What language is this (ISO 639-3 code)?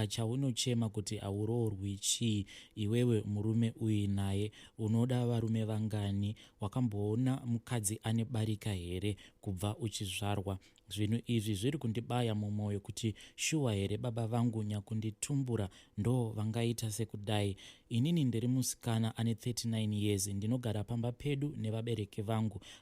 sna